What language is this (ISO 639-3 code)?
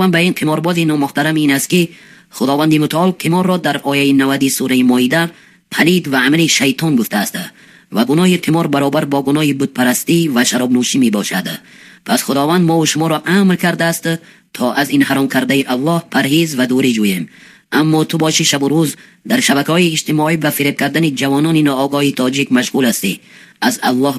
tgk